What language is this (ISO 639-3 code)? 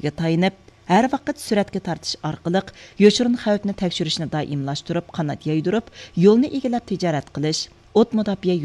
uig